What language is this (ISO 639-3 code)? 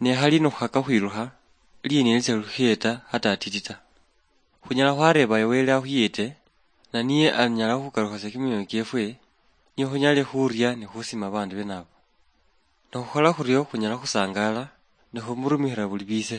luy